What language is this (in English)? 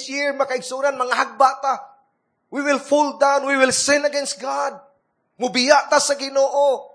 Cebuano